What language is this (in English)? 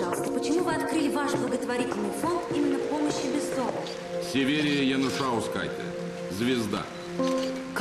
Russian